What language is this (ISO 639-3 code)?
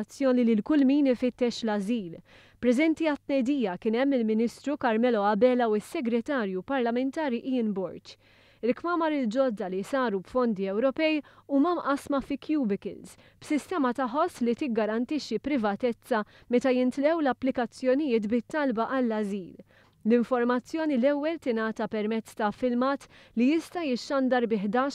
mlt